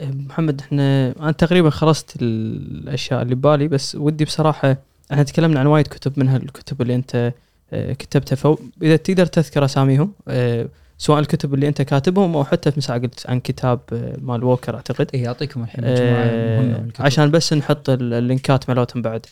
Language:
Gulf Arabic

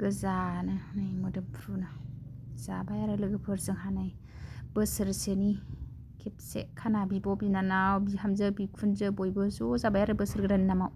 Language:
Bodo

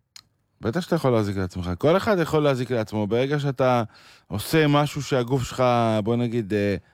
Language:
Hebrew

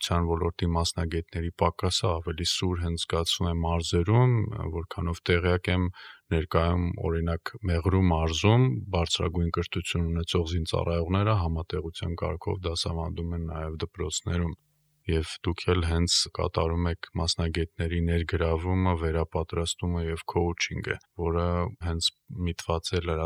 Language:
Armenian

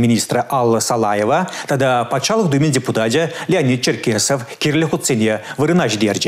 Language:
Chuvash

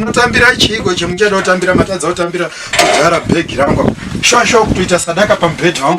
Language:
Shona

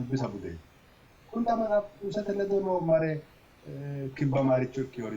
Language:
Sidamo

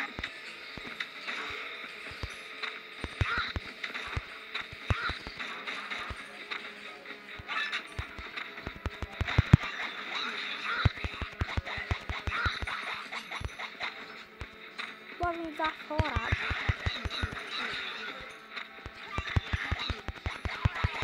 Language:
Portuguese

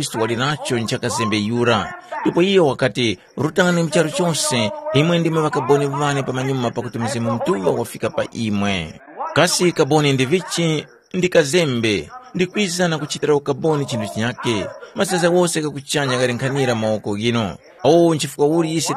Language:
Tumbuka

